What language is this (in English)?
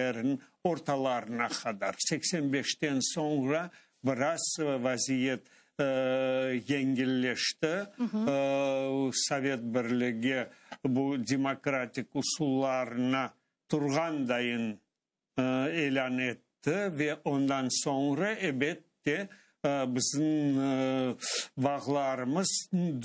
Crimean Tatar